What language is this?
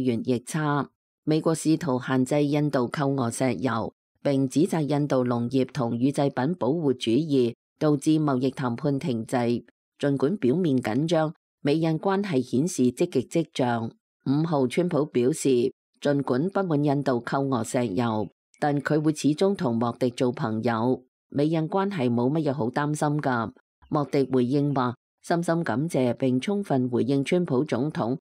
Cantonese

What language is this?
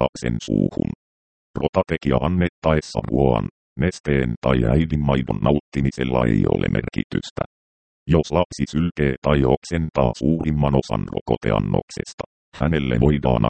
Finnish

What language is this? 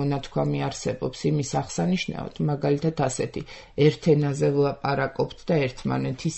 Georgian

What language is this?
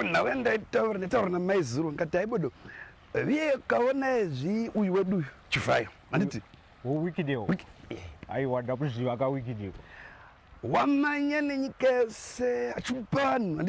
Shona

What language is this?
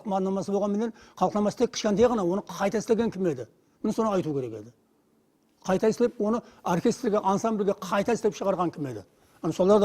Kara-Kalpak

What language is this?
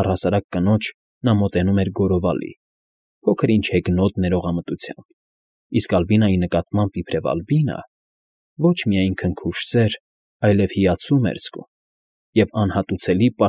Armenian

